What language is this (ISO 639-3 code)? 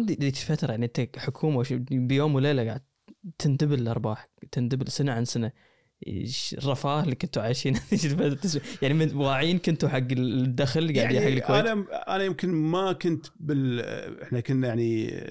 afb